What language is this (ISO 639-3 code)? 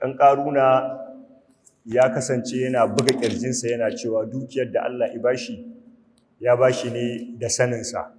hau